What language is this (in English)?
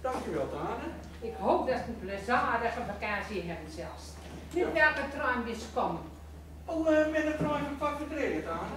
Gronings